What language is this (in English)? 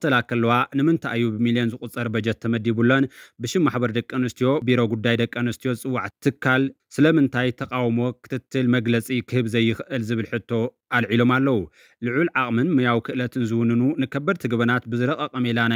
Tigrinya